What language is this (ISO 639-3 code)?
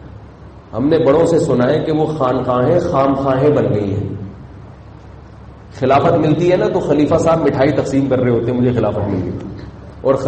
urd